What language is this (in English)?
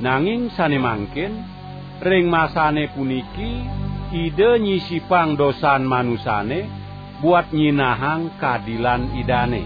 Balinese